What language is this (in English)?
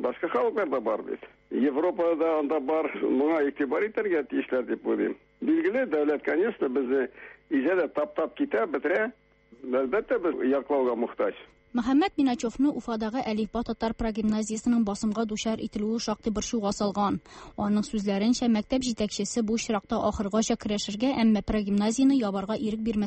Tatar